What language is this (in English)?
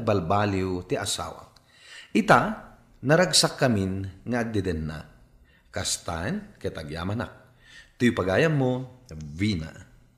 Iloko